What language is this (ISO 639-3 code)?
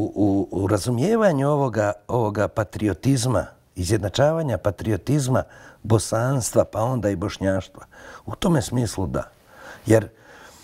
bos